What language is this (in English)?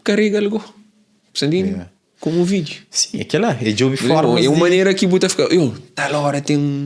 Kabuverdianu